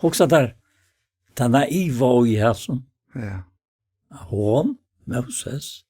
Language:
Faroese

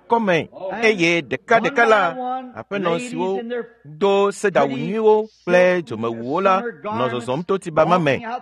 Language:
Ewe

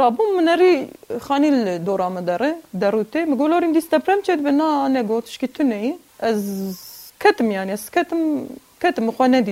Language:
Kurdish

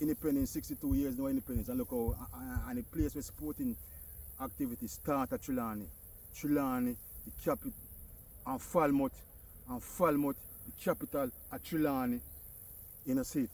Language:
Jamaican Creole English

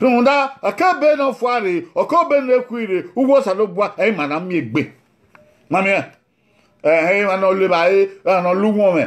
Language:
Bini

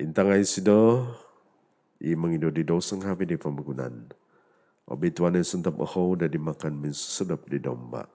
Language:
Central Dusun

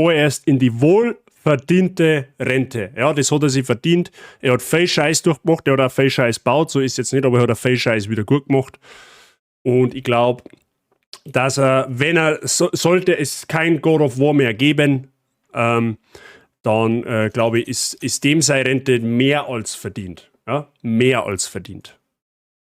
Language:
Bavarian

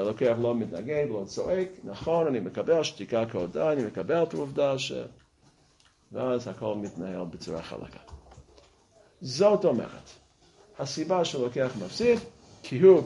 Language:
Hebrew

